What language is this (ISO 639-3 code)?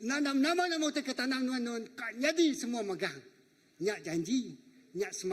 iba